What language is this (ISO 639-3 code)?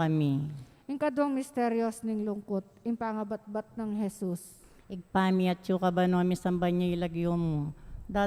pam